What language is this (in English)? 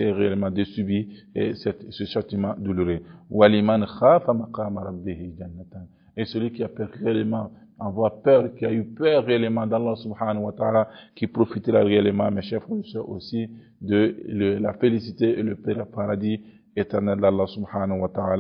French